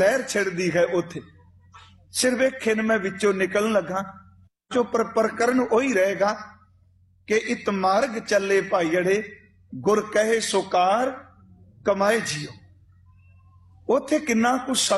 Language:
Punjabi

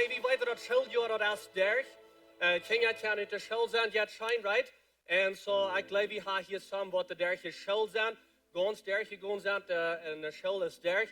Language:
Plautdietsch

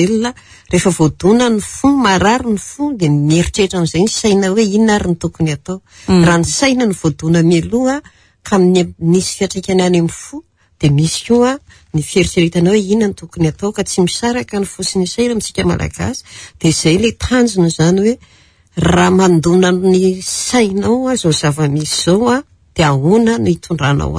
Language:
Malagasy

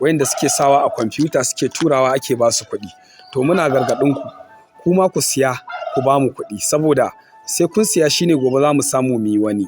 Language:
Hausa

